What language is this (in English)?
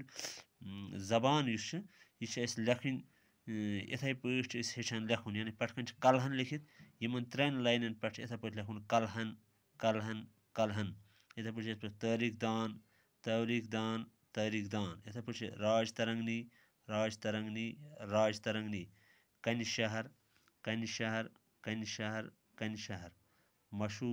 Kashmiri